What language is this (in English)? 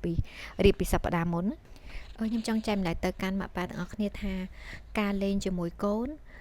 Khmer